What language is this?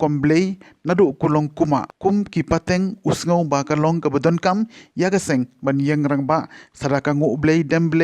Khasi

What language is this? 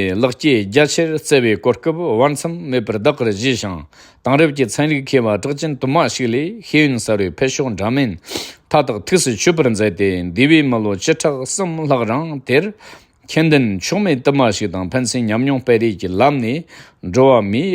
Tibetan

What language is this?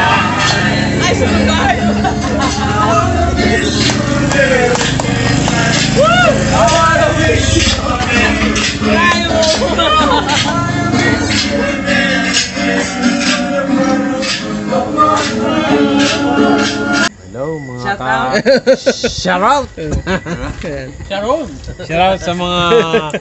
Filipino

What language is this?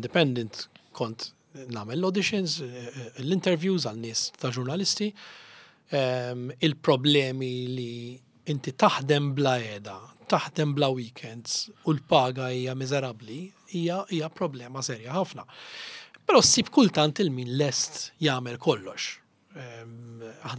Maltese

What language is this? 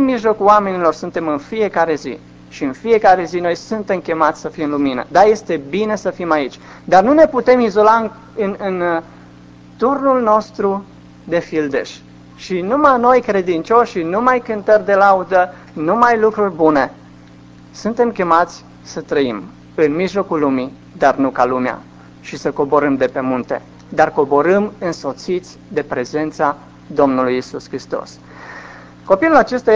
Romanian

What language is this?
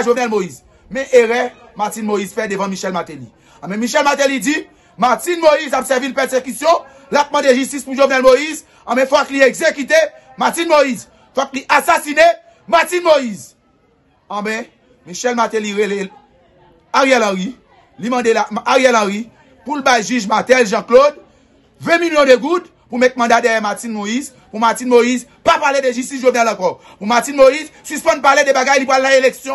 Haitian Creole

